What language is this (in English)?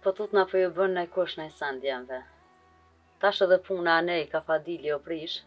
Albanian